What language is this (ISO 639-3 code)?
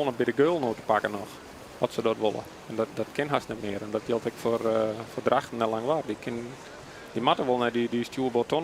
fry